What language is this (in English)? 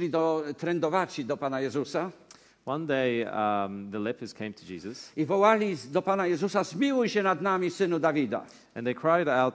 Polish